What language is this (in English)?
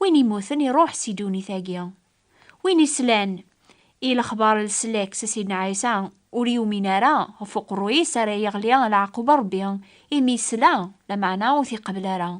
Kabyle